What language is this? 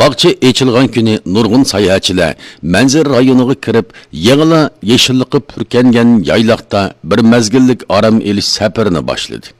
Uyghur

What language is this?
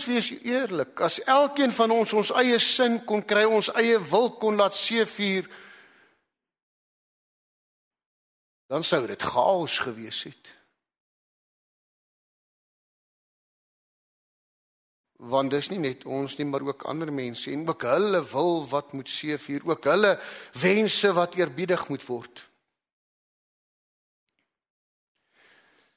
Afrikaans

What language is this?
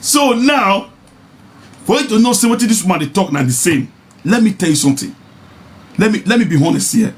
Nigerian Pidgin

